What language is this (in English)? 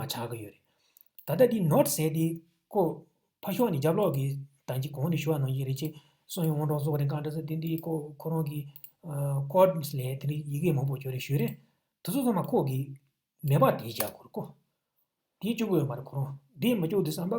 Tibetan